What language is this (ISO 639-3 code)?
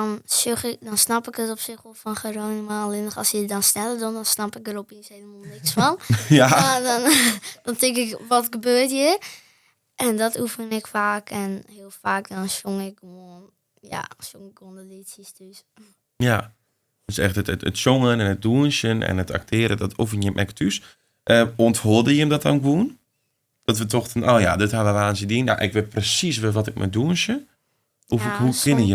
fry